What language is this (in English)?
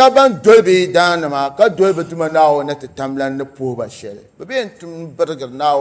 Dagbani